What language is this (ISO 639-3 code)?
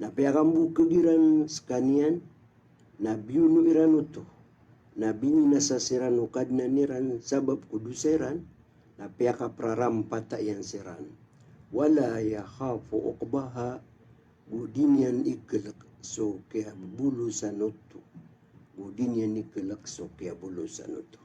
mrw